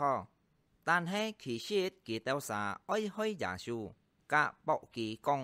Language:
Hakka Chinese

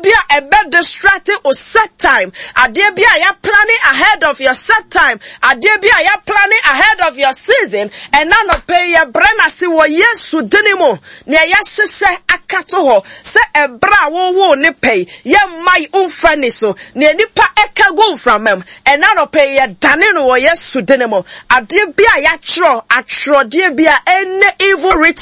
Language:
Akan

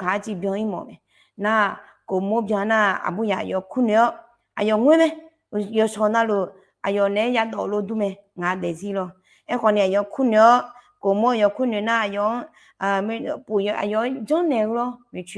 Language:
Akha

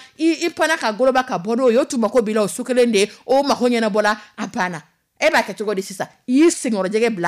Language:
Dyula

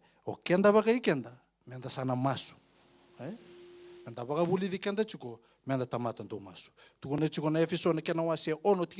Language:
Fijian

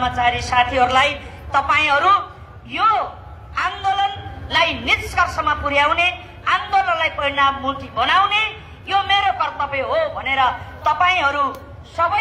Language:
Nepali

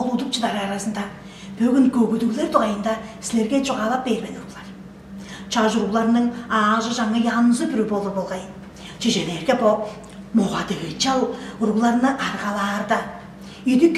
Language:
Tuvinian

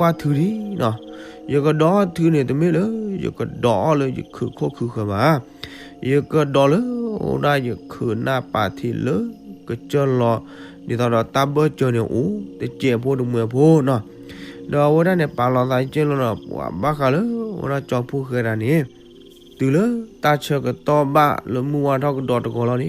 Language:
S'gaw Karen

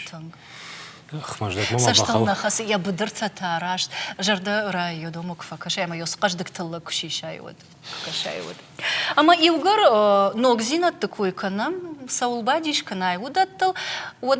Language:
Ossetic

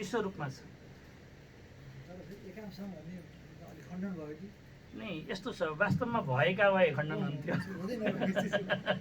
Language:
Nepali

